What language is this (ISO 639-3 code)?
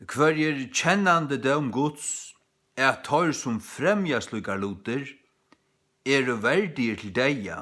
fao